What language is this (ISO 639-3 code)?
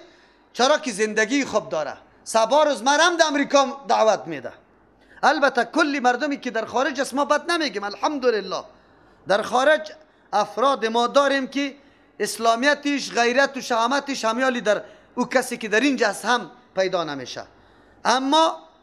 fas